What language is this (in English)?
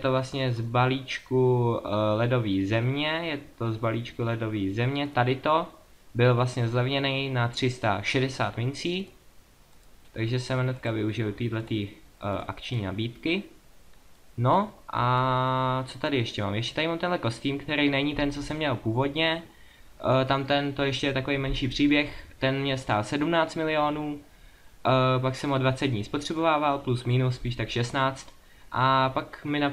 Czech